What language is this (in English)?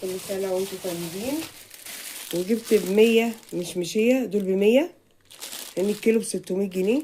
Egyptian Arabic